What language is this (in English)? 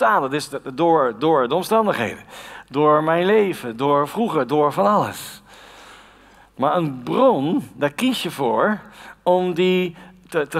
Dutch